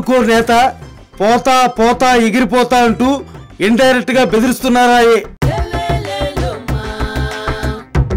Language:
Telugu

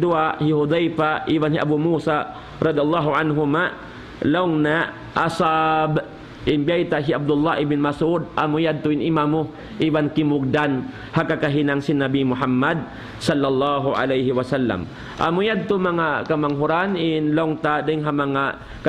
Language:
Tausug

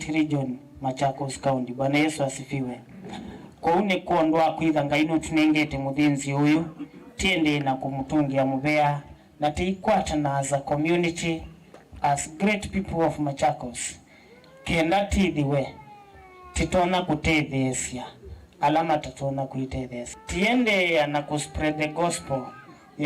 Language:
Kamba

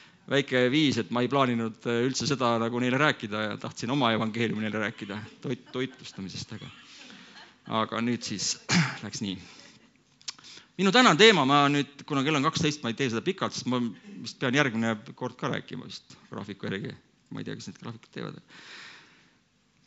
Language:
Estonian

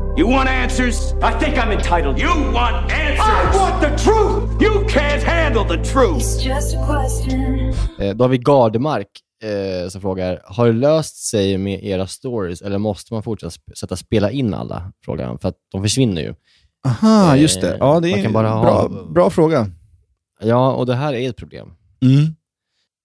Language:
Swedish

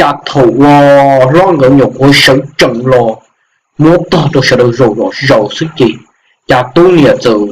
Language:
Hmong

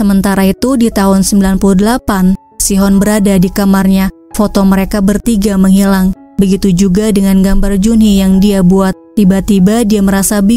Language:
Indonesian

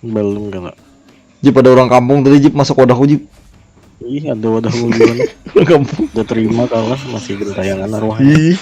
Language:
Banjar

